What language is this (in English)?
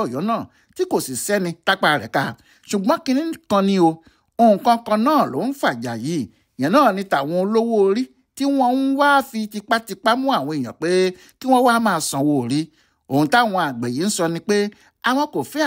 Yoruba